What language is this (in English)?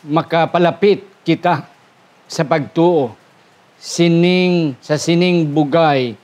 Hiligaynon